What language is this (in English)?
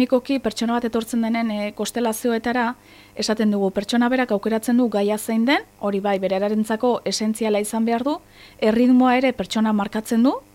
Basque